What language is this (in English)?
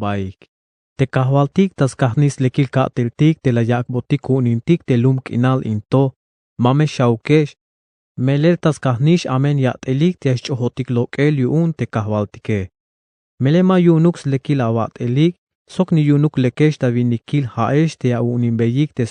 Tzeltal